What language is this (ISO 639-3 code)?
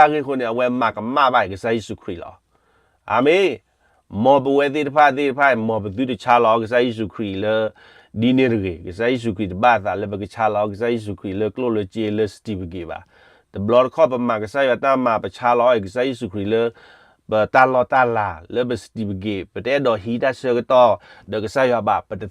ksw